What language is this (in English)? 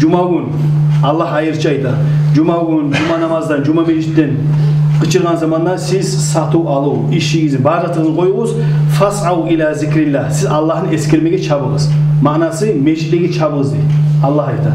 Kumyk